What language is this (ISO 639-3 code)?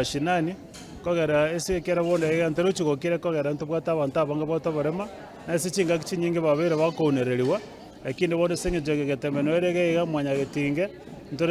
guz